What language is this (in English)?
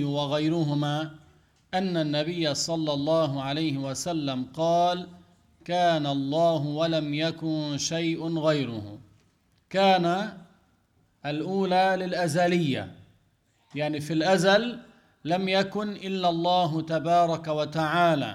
Arabic